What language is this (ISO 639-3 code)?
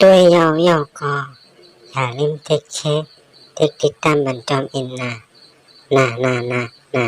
shn